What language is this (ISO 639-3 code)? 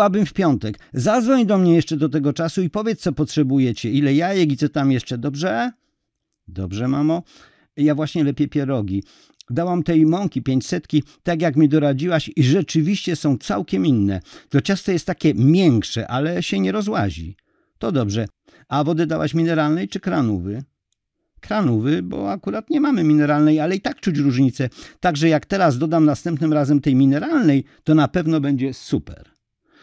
pol